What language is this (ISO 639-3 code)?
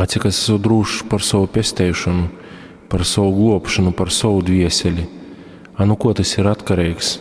ltg